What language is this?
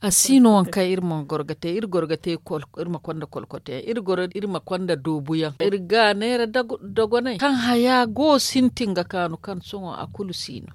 Zarma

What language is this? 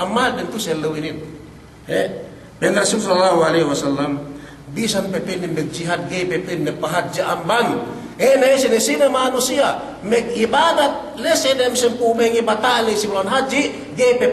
Yakan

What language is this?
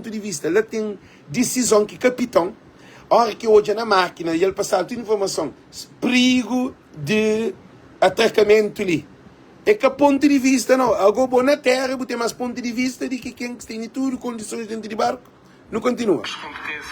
Kabuverdianu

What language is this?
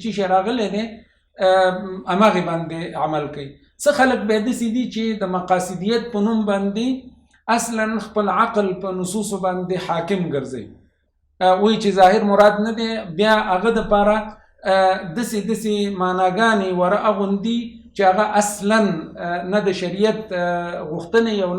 Pashto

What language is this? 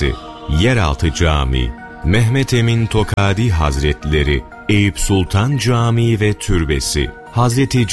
Turkish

